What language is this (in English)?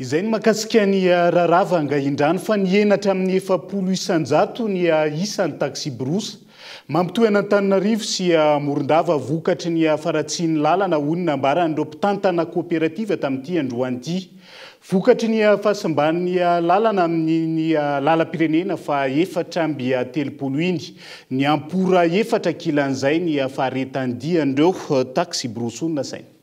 Malagasy